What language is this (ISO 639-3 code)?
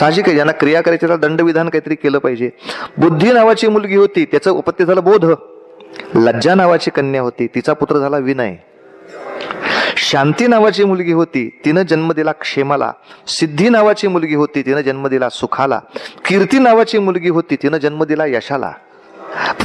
mar